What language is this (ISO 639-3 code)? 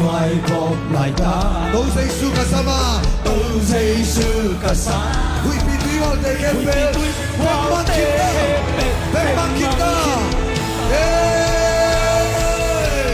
ctd